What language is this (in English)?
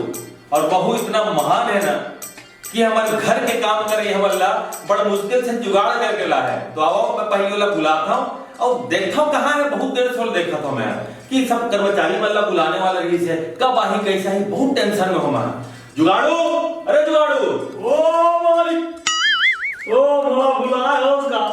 Chhattisgarhi